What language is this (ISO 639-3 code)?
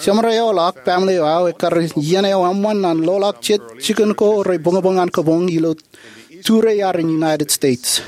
mah